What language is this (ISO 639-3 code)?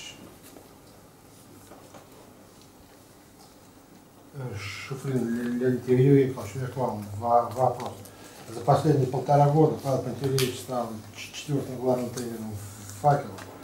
rus